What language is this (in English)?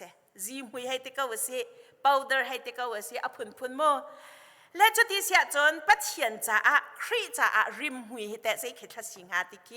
Hakha Chin